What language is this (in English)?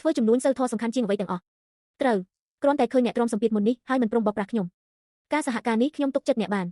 Khmer